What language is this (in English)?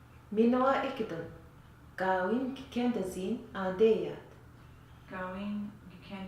Western Ojibwa